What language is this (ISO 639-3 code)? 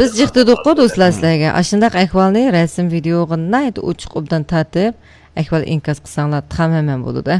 uig